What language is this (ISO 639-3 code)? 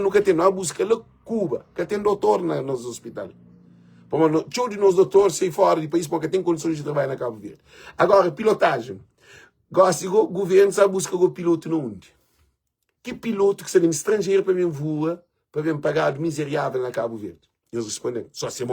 kea